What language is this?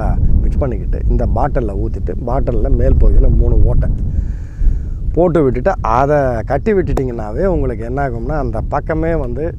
Tamil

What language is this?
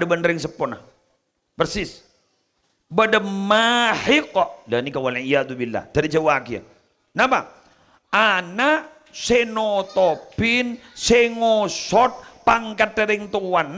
Madurese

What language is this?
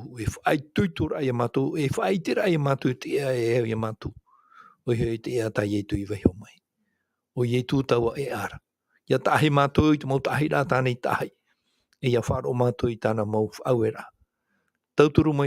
Tahitian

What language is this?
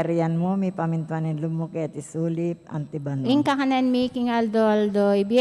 Pampanga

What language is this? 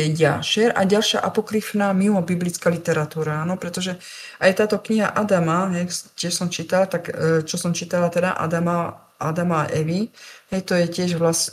Slovak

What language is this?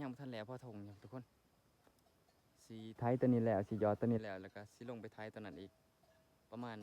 Lao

